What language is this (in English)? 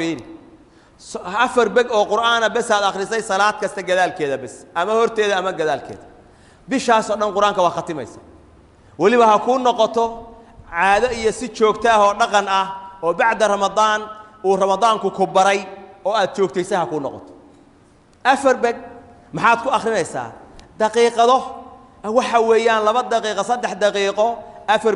Somali